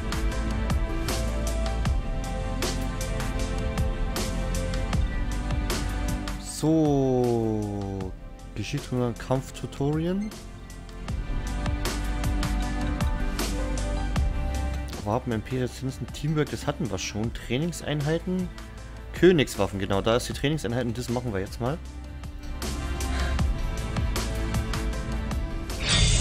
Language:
German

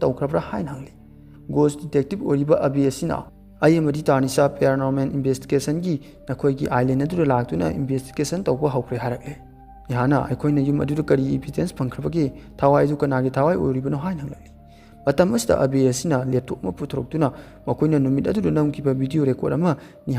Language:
Manipuri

